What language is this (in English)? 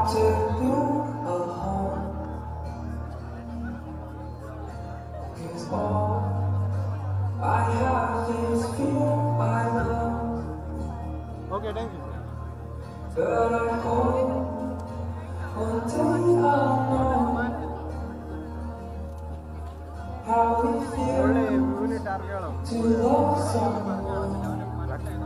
Malayalam